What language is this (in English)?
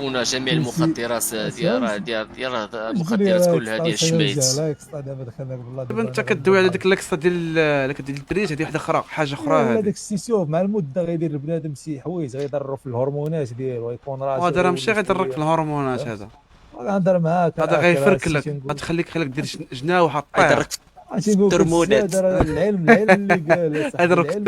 Moroccan Arabic